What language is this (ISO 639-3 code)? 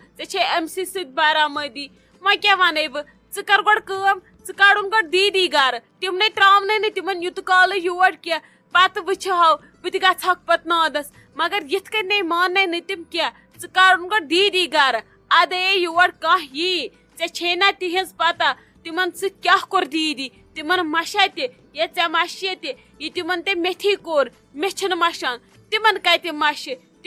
kas